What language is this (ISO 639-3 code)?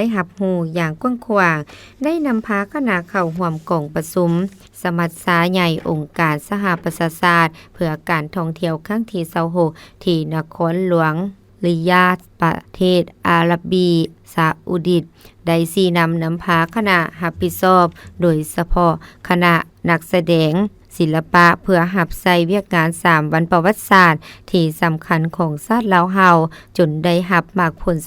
lao